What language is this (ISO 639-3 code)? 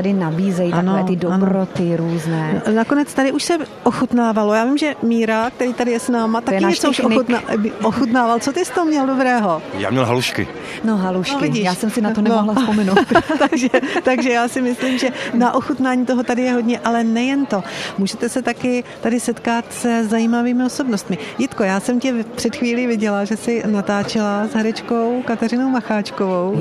ces